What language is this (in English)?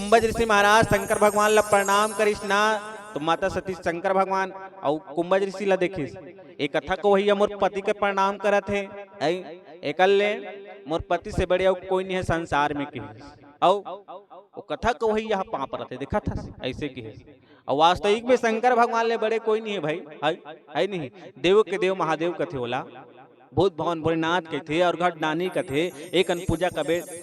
Chhattisgarhi